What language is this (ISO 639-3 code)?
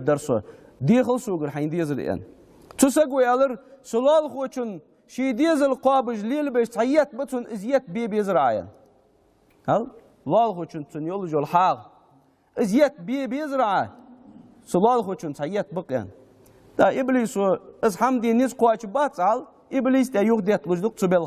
inh